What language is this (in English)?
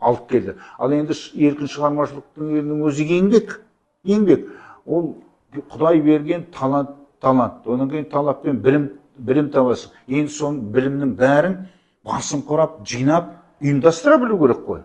Kazakh